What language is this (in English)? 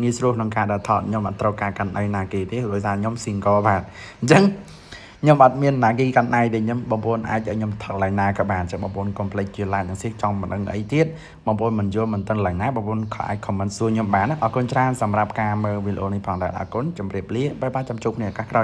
Khmer